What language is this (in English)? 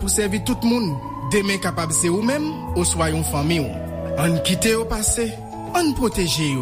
Haitian Creole